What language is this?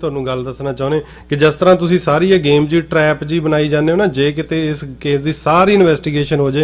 Punjabi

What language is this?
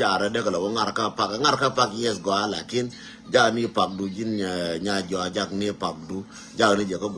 Nuer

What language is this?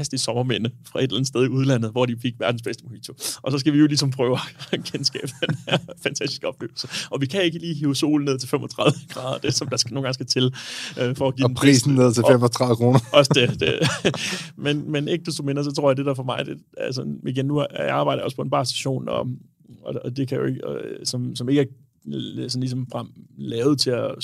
Danish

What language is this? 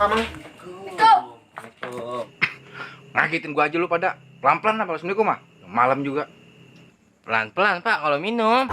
Betawi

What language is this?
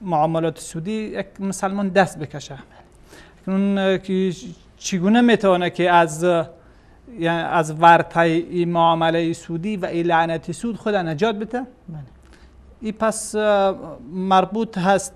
Persian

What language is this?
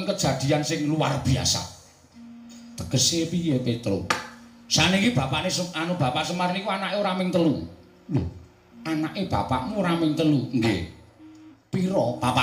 Javanese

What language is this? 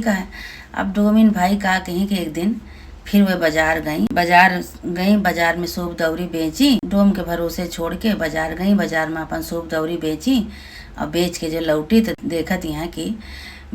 Awadhi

